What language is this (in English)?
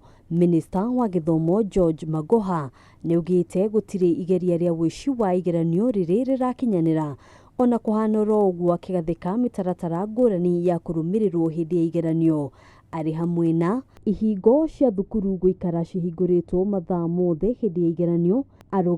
Kikuyu